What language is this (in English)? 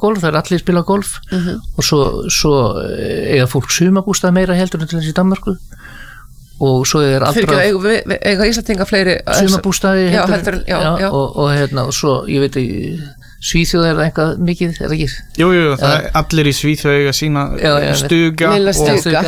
Icelandic